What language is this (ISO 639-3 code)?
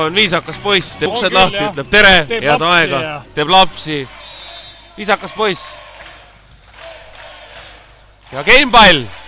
est